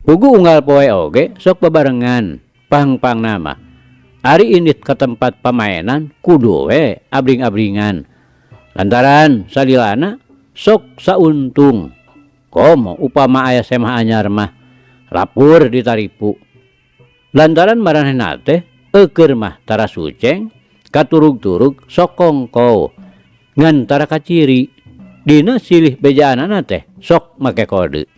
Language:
Sundanese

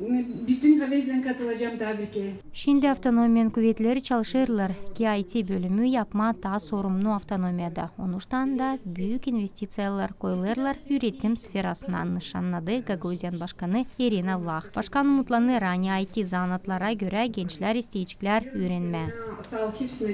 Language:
Gagauz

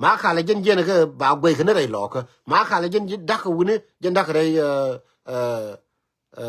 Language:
Nuer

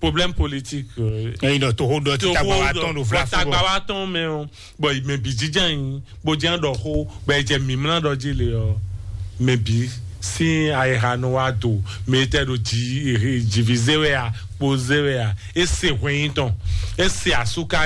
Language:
Fon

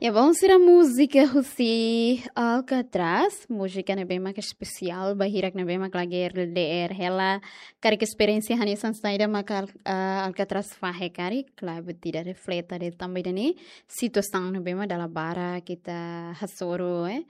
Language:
Tetum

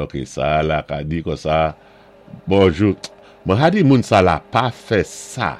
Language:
Saint Lucian Creole French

